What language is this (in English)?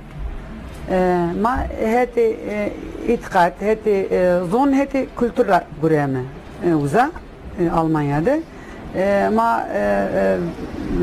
Zaza